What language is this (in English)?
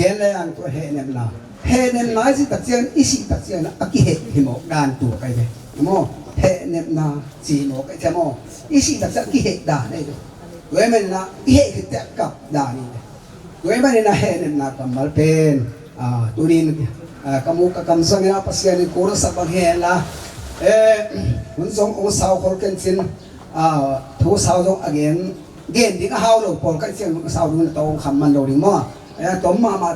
Tedim Chin